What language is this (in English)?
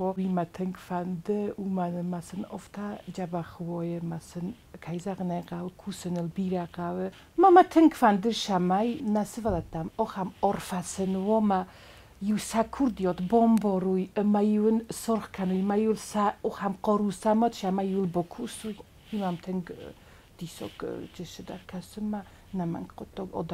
Ossetic